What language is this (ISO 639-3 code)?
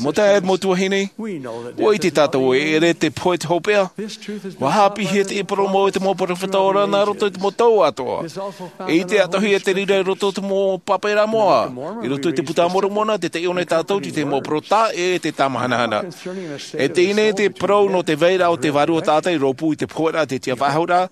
tah